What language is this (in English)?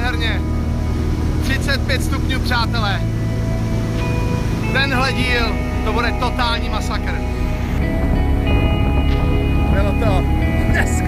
Czech